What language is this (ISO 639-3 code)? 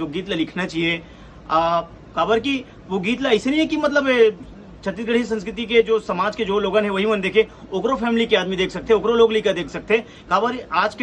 hne